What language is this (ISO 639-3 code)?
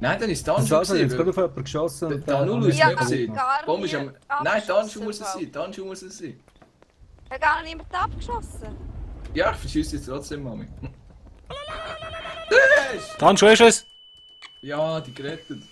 gsw